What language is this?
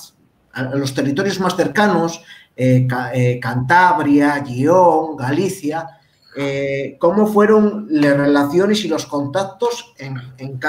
Asturian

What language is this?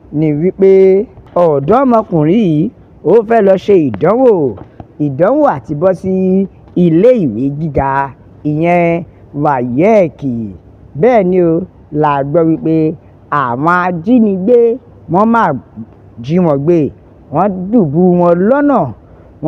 Yoruba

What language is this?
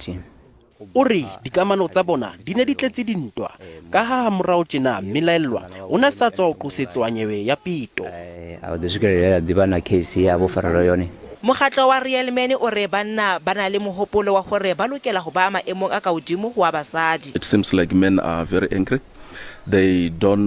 Southern Sotho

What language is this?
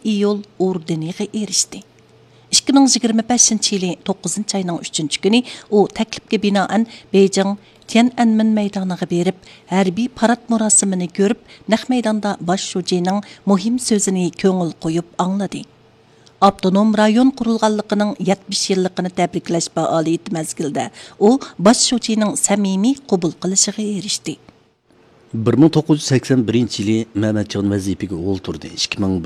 Uyghur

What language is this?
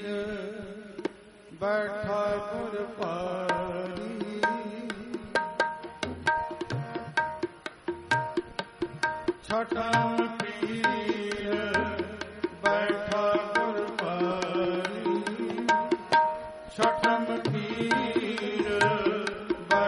Punjabi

